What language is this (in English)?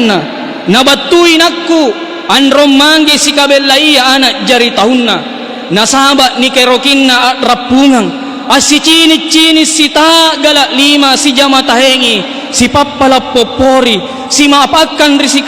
Makasar